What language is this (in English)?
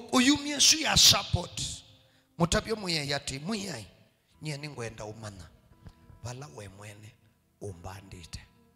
Kamba